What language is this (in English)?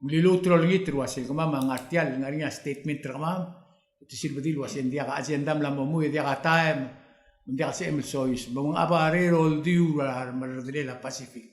Palauan